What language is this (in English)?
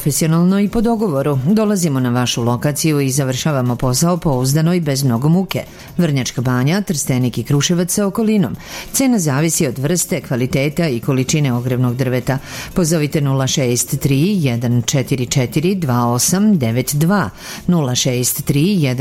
Serbian